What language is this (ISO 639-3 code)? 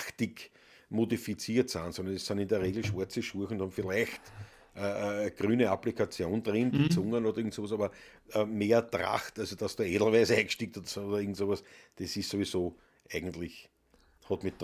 bar